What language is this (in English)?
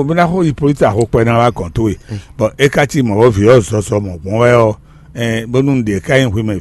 Fon